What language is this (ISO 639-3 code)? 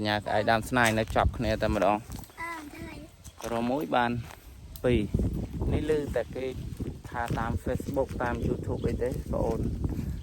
khm